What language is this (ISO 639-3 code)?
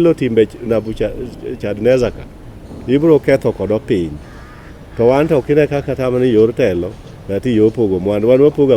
luo